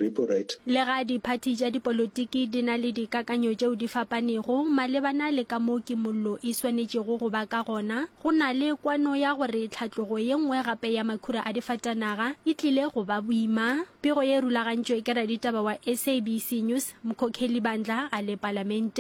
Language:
Northern Sotho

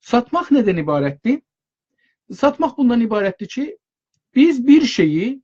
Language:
South Azerbaijani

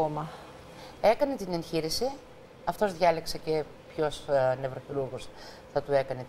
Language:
Greek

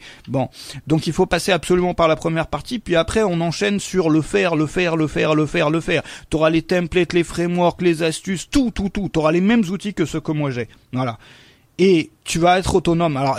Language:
French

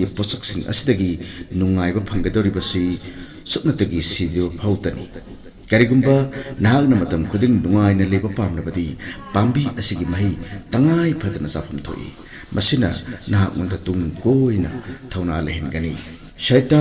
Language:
Manipuri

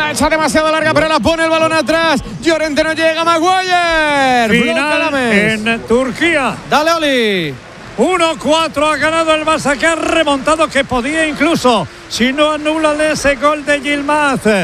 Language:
Spanish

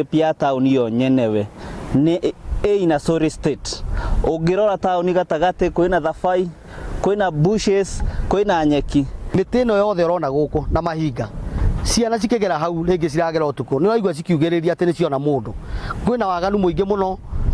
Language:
Kikuyu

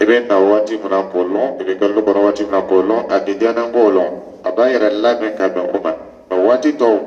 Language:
Dyula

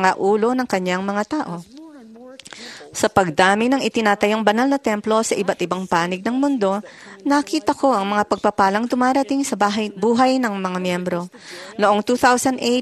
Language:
Filipino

